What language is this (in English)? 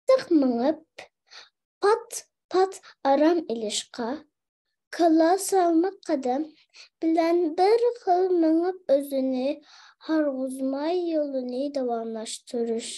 Uyghur